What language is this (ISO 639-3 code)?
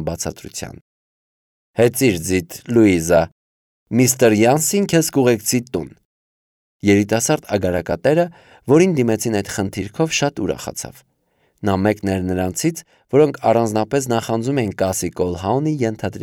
hye